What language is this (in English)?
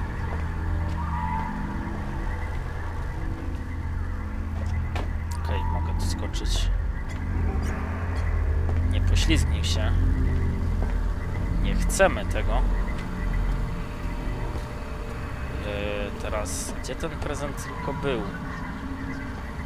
Polish